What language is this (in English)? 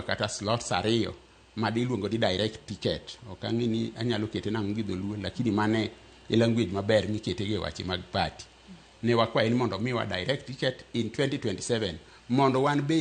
Luo (Kenya and Tanzania)